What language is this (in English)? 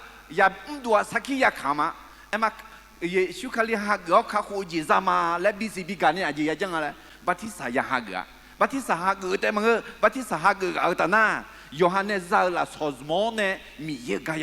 Akha